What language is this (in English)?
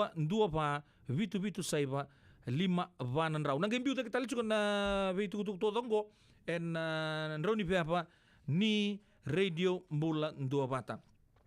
Fijian